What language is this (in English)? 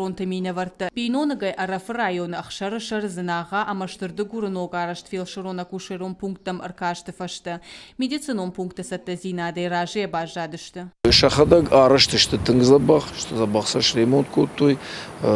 Ossetic